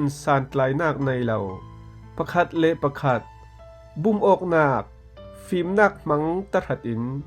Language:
Falam Chin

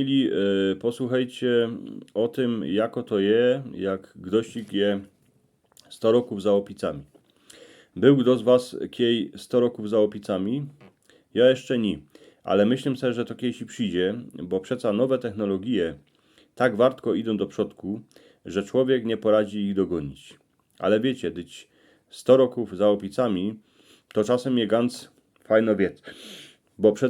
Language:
Silesian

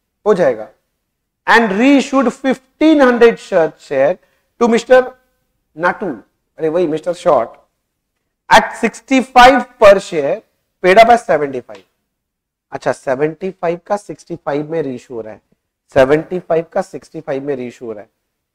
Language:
Hindi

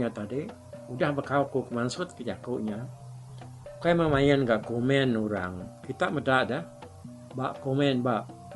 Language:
Iban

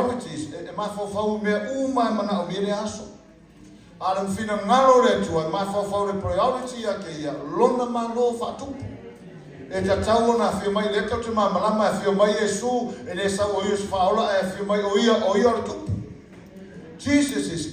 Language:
Samoan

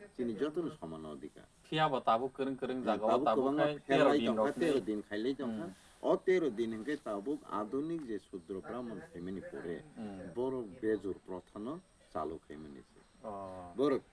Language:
Kok Borok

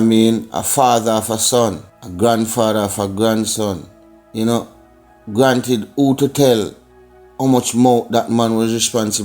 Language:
Jamaican Creole English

